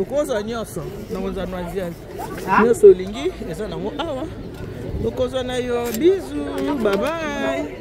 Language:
Lingala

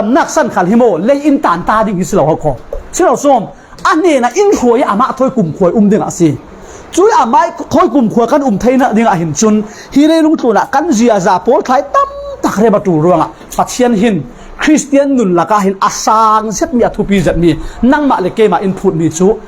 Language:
Falam Chin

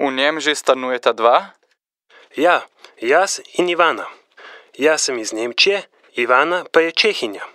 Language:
Slovenian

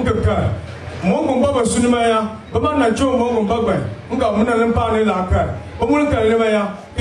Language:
Dagbani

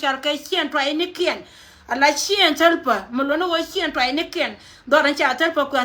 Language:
Nuer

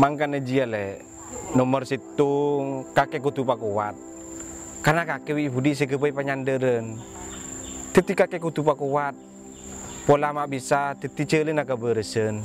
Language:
Madurese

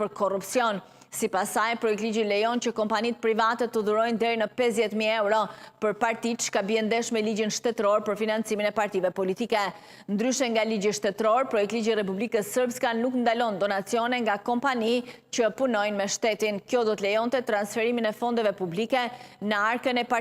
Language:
Albanian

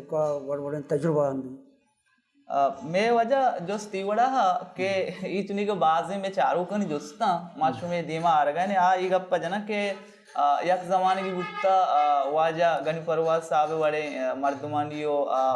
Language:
Baluchi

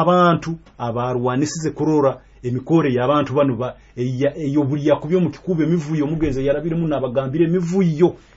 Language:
Nyoro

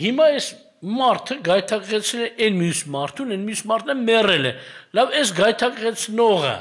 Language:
Armenian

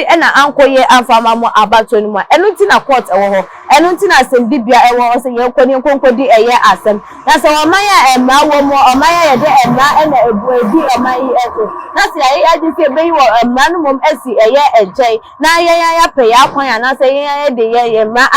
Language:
Akan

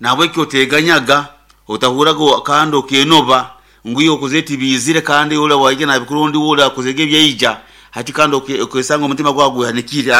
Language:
Nyankole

